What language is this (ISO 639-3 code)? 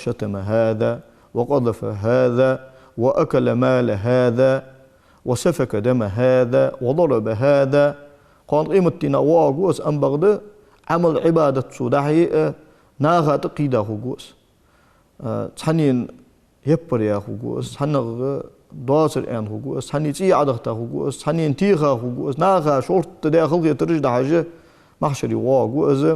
inh